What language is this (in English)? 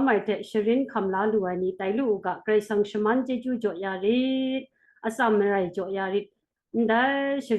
Kachin